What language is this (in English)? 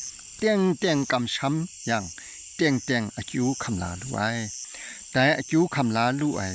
Kachin